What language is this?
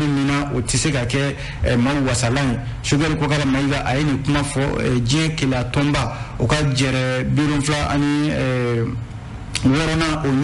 Bambara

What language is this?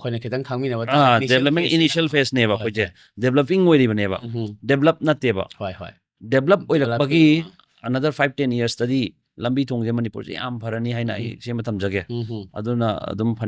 Manipuri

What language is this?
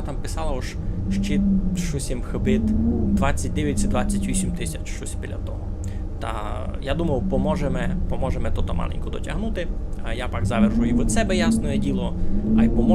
Rusyn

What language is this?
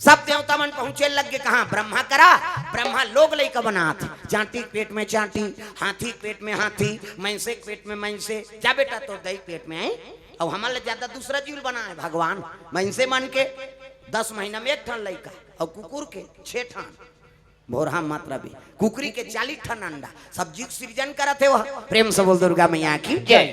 Chhattisgarhi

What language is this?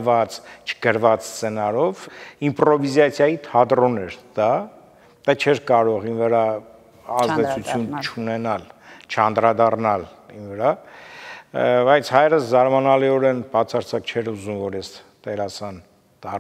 Armenian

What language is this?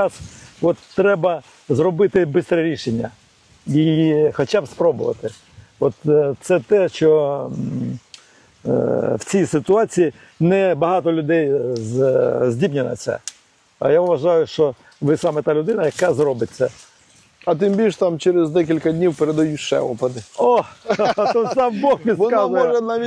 Ukrainian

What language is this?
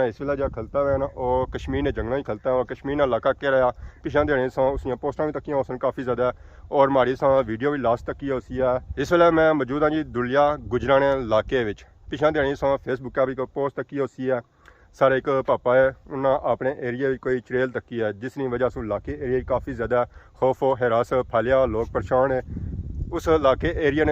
Pahari-Potwari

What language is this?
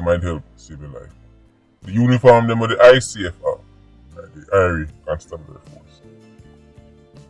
Jamaican Creole English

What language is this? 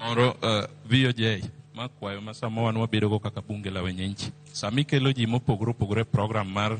Luo (Kenya and Tanzania)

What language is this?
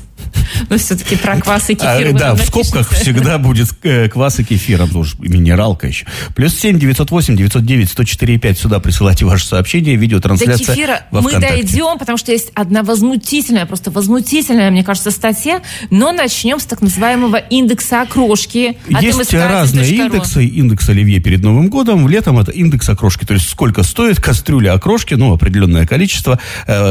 Russian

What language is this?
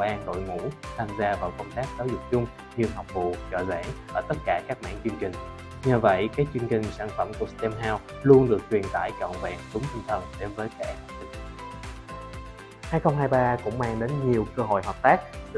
Vietnamese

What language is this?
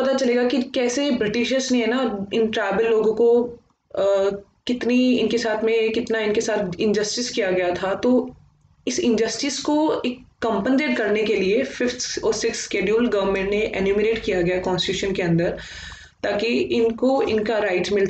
Hindi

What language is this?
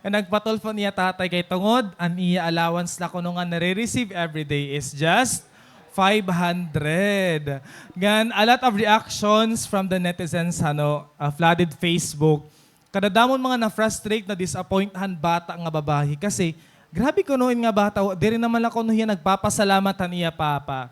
Waray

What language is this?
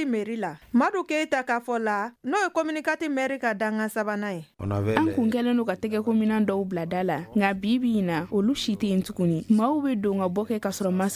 Bambara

